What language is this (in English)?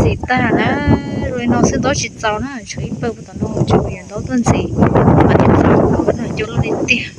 Hmong